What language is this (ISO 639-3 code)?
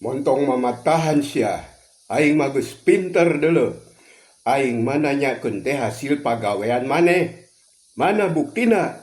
sun